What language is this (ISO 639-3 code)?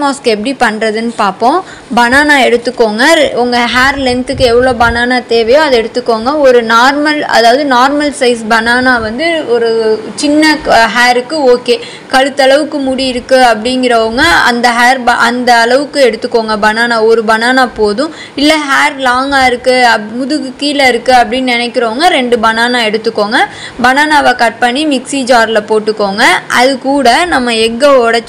tam